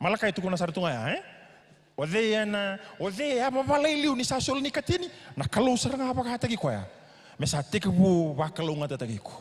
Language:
Fijian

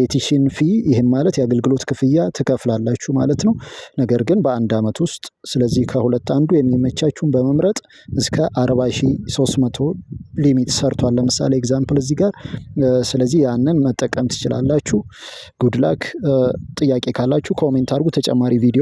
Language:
Amharic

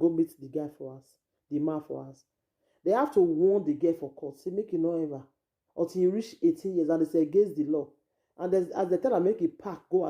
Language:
Nigerian Pidgin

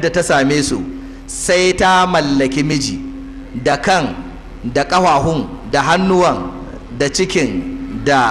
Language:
Hausa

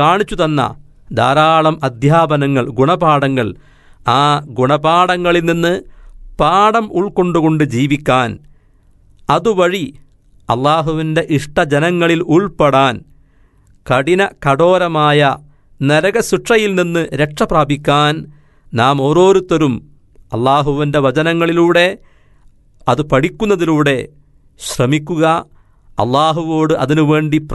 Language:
Malayalam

